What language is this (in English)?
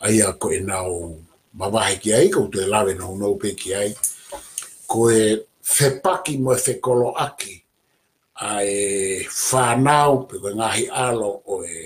Tongan